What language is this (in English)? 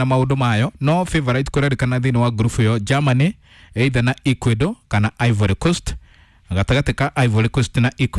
Kikuyu